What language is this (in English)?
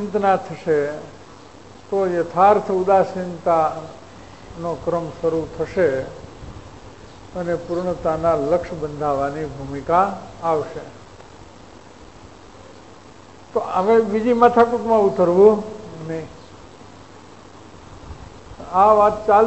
Gujarati